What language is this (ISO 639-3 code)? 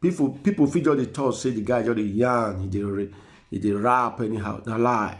pcm